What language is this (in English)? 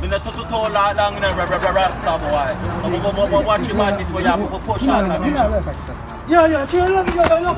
Jamaican Creole English